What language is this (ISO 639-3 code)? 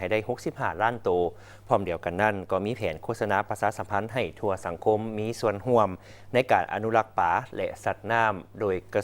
lao